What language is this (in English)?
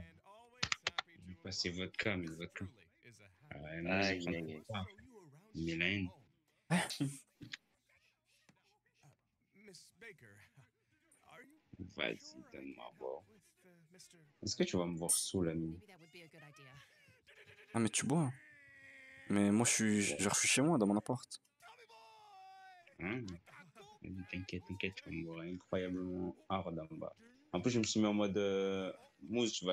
French